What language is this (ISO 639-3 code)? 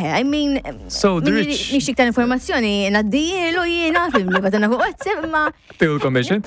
mlt